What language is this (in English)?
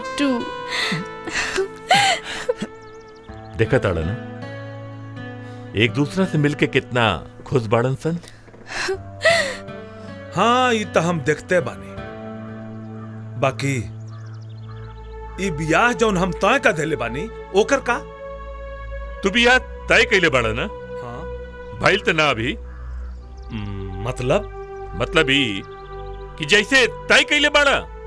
Bhojpuri